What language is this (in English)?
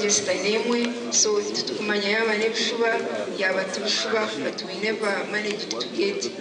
Nyankole